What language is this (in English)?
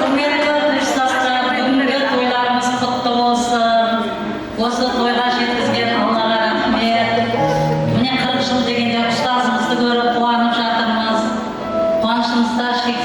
Kara-Kalpak